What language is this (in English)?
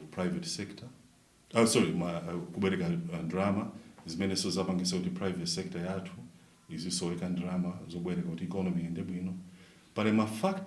Nyanja